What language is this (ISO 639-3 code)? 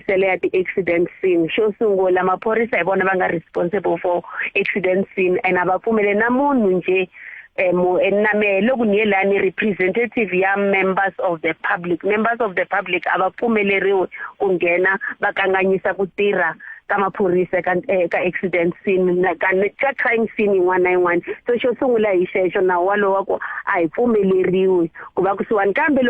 tso